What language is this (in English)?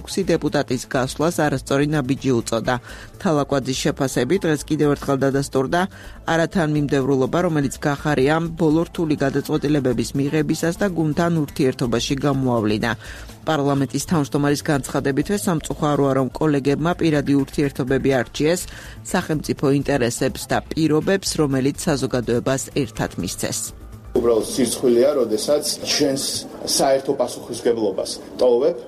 Georgian